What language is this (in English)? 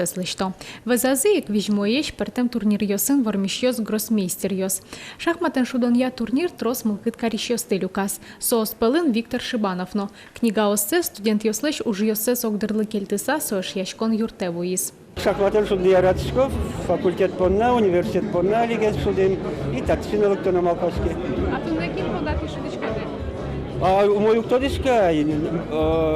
Udmurt